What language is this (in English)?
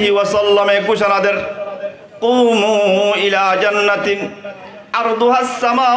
Rohingya